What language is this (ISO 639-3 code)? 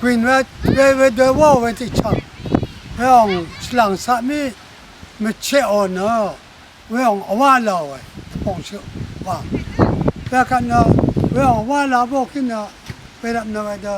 raw